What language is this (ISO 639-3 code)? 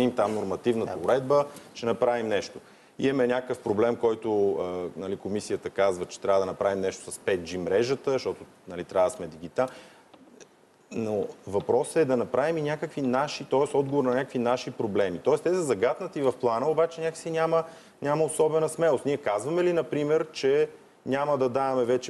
bul